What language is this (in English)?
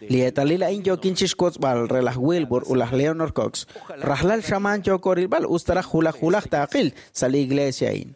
Kekchí